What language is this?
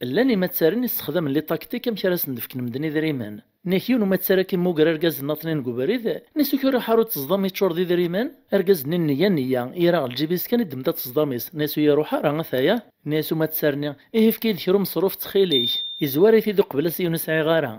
Kabyle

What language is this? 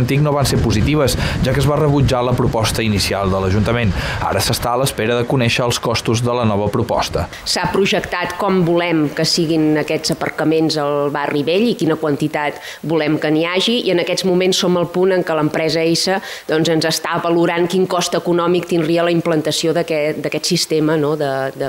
Catalan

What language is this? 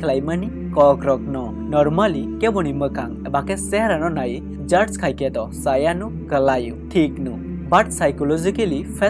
Kok Borok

